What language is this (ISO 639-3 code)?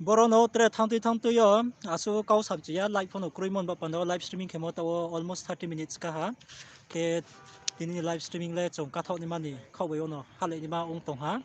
ria